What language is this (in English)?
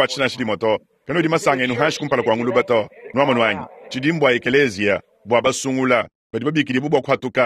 Luba-Lulua